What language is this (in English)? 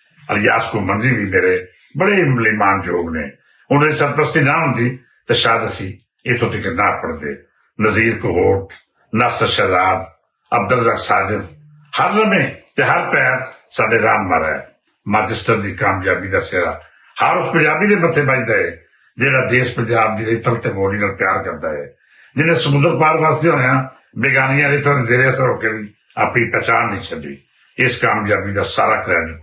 Western Panjabi